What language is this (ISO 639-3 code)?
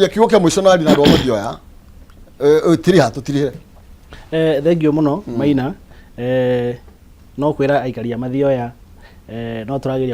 kik